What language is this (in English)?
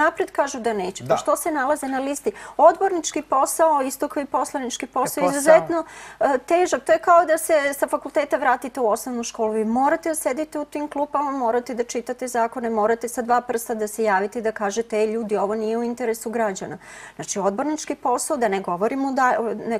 Serbian